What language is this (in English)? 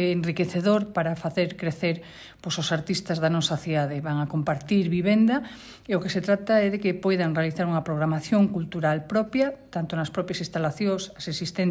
Galician